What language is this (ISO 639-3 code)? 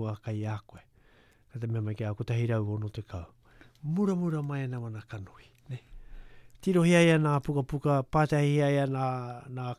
lav